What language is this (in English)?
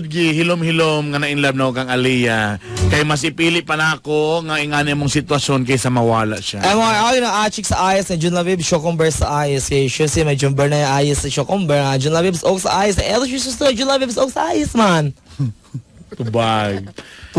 Cebuano